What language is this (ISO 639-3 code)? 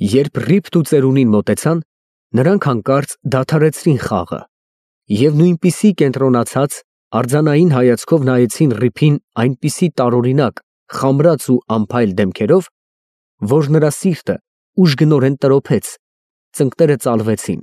hye